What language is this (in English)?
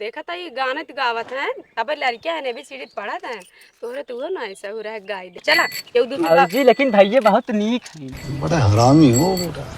Awadhi